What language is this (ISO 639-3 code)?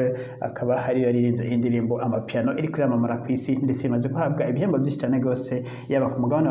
run